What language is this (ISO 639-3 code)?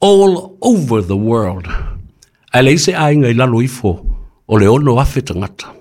smo